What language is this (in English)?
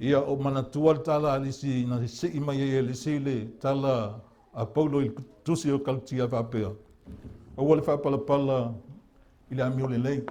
Samoan